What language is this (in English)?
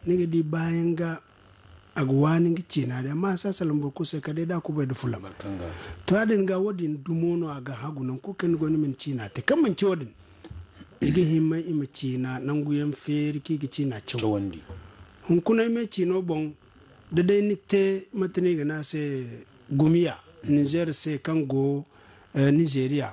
Zarma